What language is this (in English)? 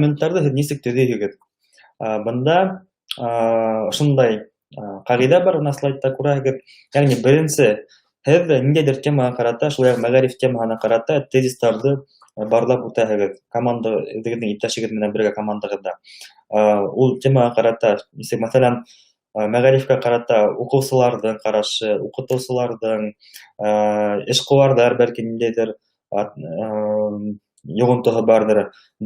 Bashkir